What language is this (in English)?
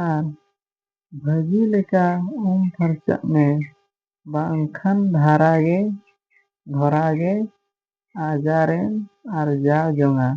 Santali